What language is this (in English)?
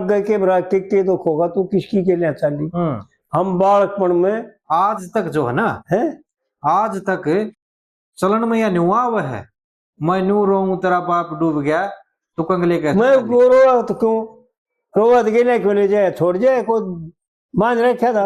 Haryanvi